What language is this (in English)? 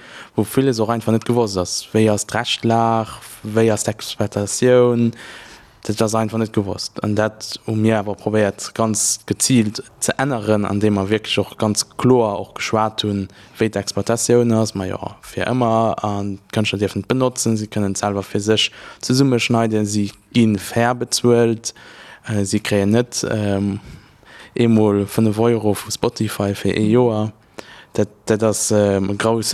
Luxembourgish